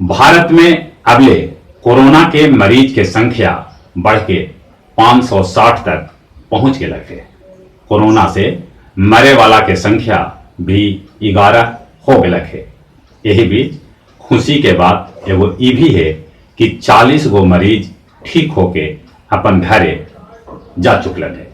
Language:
Magahi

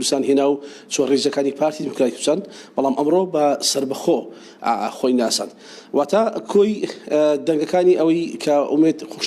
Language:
Central Kurdish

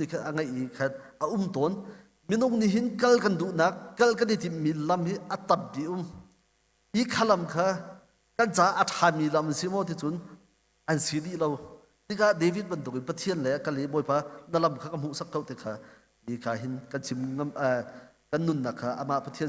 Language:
Hakha Chin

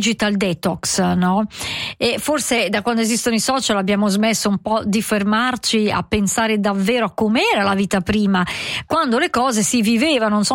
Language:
Italian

